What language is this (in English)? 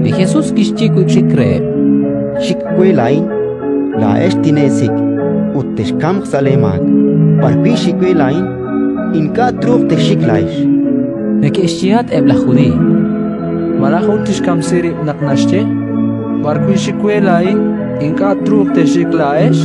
Kekchí